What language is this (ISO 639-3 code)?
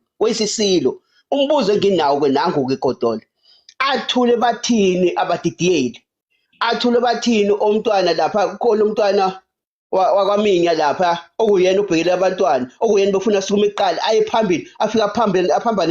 zul